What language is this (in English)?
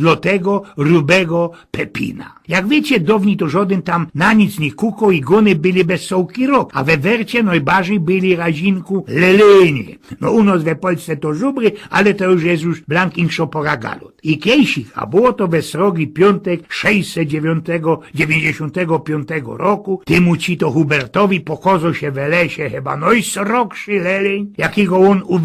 Silesian